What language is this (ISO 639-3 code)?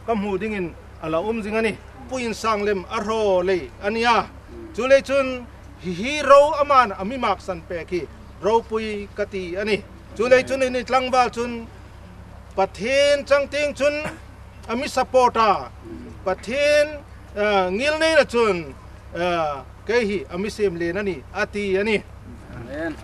hmr